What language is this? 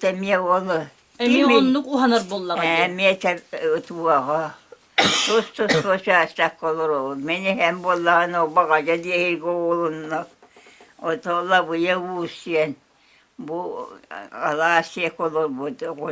Yakut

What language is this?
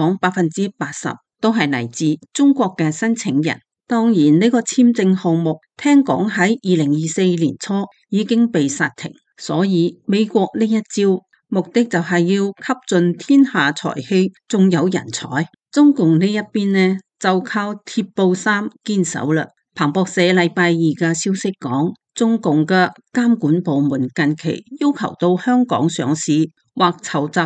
Cantonese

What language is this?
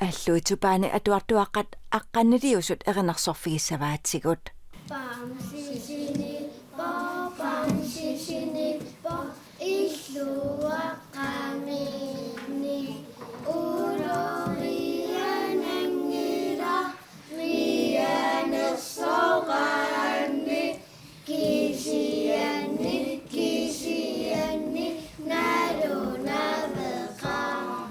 Kalaallisut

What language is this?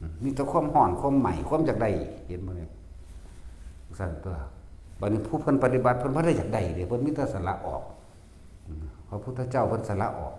Northeastern Thai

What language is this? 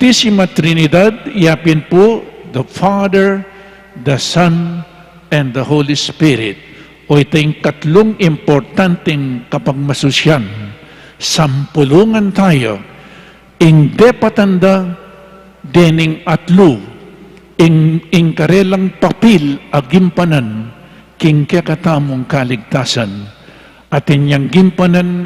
Pampanga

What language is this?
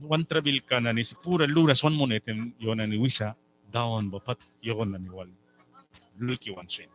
Mískito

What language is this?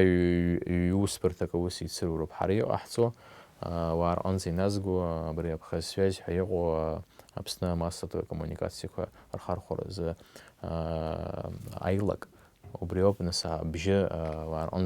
Abkhazian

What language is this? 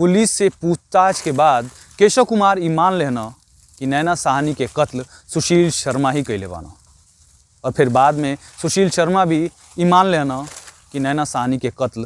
Bhojpuri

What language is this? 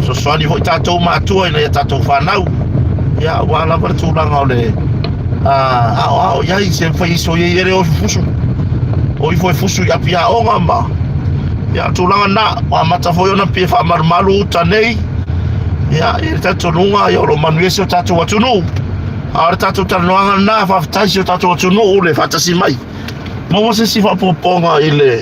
Samoan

